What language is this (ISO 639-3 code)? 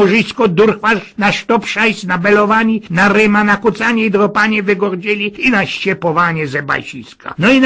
szl